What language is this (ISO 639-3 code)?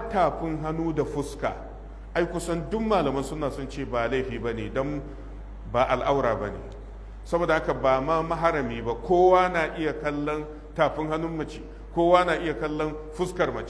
hau